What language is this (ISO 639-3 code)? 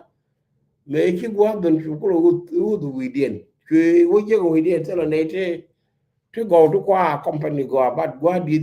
nus